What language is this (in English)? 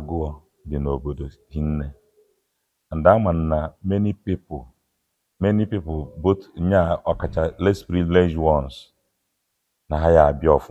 Igbo